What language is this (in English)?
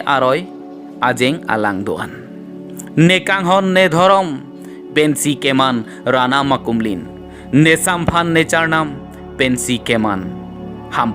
Karbi